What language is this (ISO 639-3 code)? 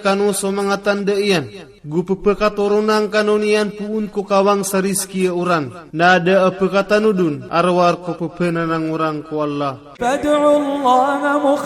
mrw